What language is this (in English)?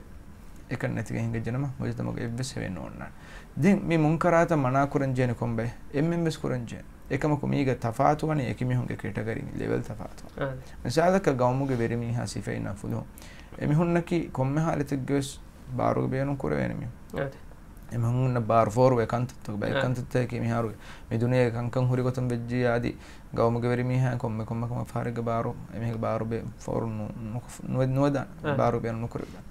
Divehi